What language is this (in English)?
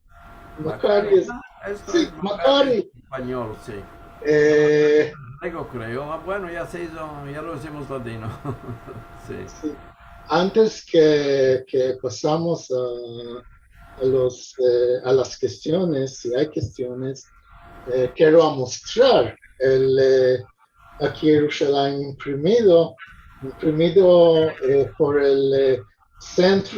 Ladino